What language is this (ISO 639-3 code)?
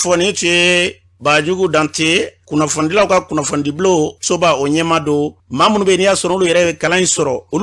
bam